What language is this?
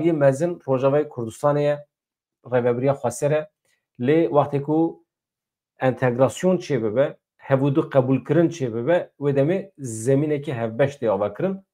Kurdish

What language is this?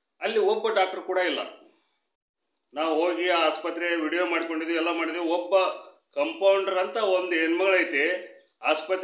Kannada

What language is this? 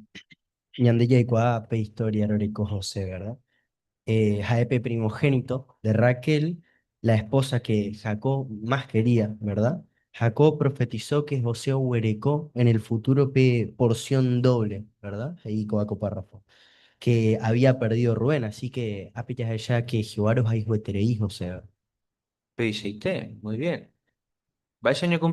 Guarani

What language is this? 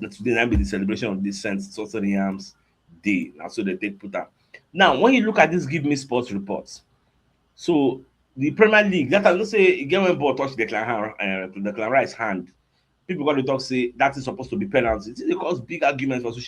Nigerian Pidgin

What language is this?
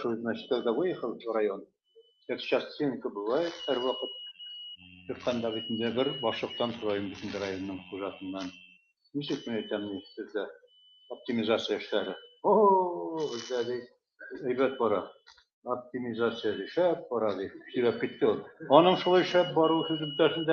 Bashkir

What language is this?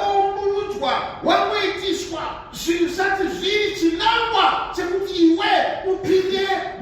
Shona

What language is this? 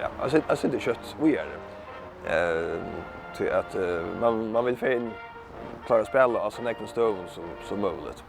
Faroese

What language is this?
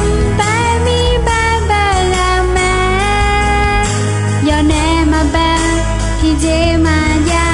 Akha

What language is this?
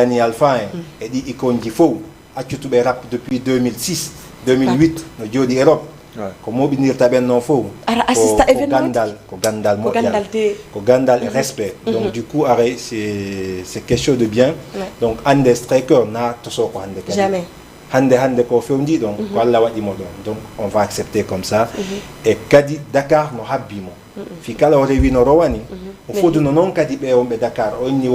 Fula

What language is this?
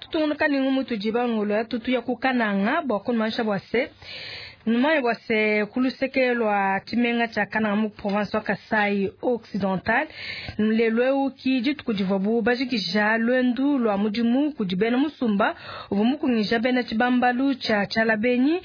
Luba-Lulua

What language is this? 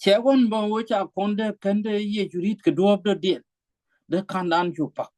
Nuer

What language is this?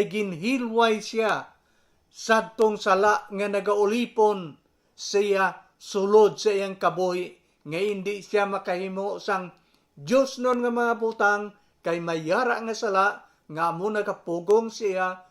Hiligaynon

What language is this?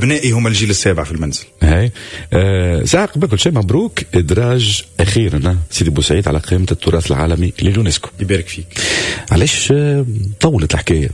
Tunisian Arabic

